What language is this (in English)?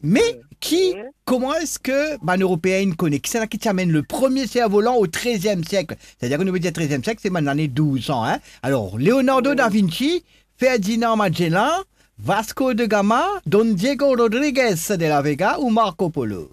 Morisyen